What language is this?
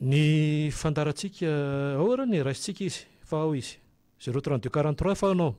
Malagasy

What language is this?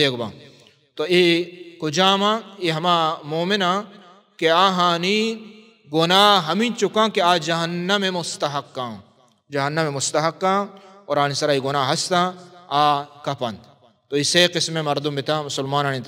Baluchi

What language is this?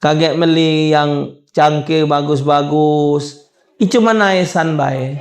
Musi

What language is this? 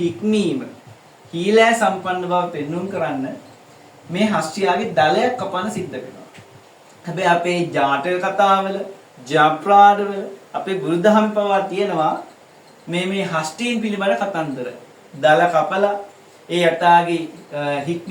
Sinhala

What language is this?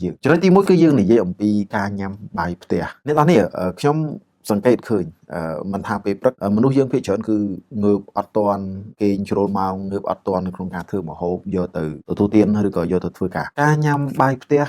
Khmer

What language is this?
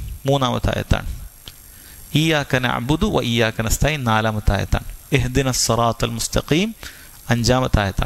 Malayalam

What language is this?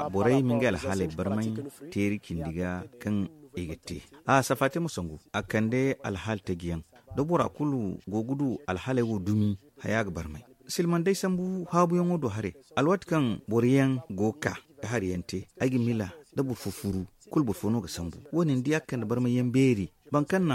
Zarma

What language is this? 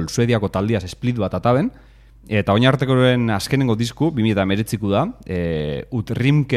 Basque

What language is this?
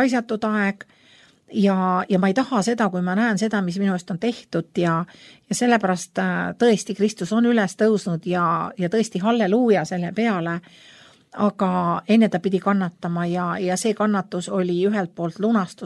Estonian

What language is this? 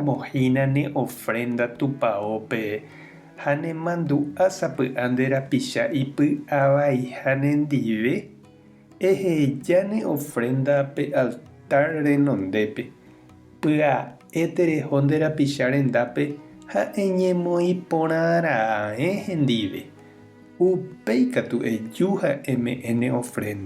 Guarani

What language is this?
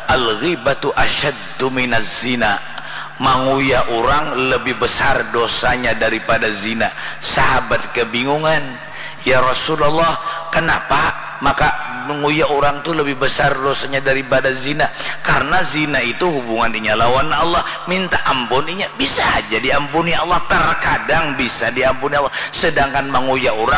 Banjar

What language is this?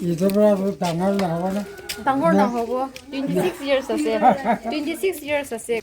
Naga Pidgin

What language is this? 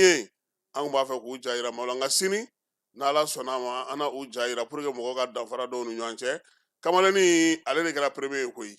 Bambara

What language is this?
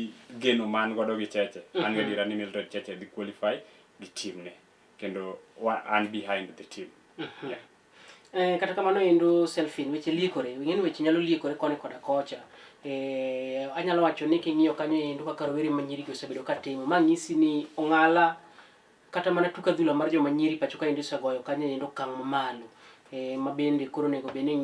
Luo (Kenya and Tanzania)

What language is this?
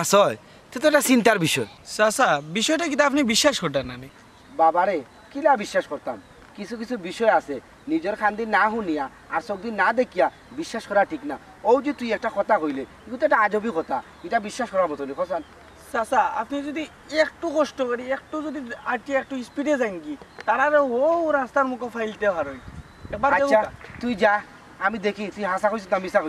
Sylheti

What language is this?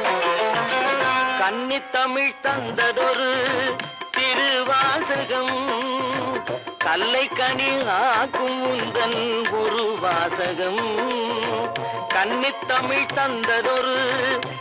Tamil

